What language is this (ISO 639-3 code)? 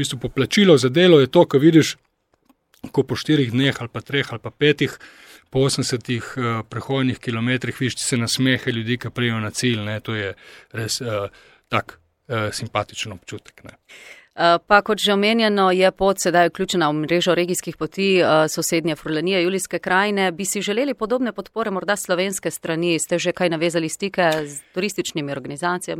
slv